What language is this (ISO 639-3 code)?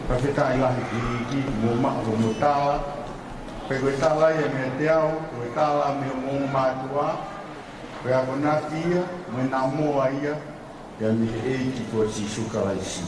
ton